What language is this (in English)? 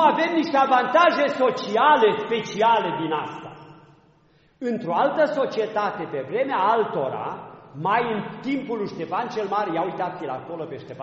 Romanian